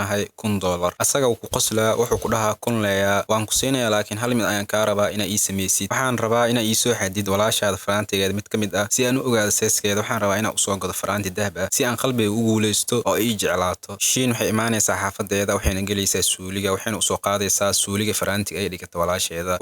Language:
Somali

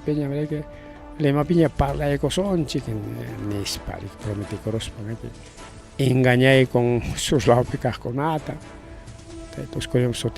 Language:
Ayacucho Quechua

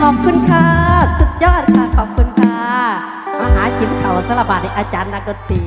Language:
Northeastern Thai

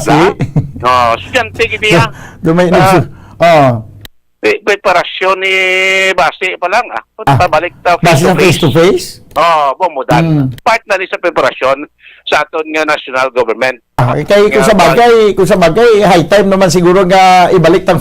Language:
Hiligaynon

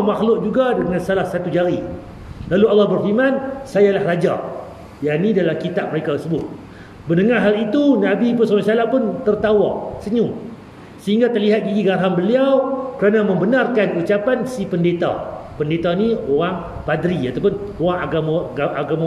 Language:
Malay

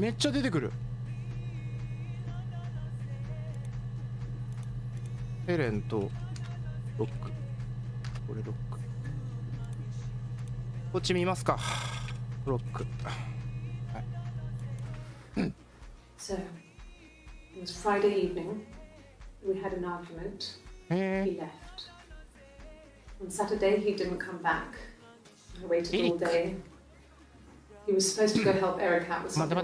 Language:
Japanese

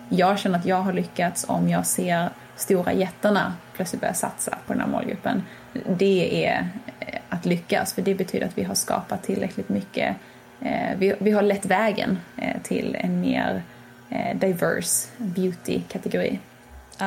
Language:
Swedish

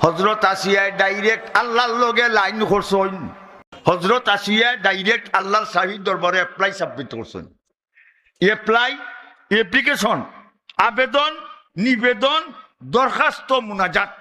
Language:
Sylheti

